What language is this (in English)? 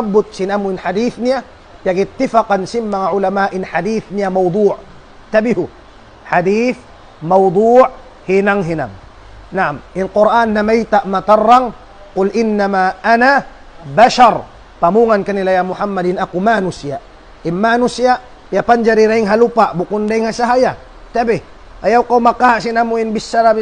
Tausug